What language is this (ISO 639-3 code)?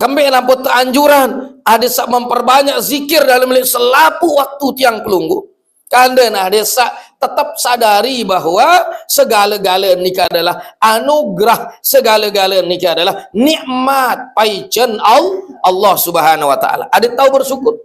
sas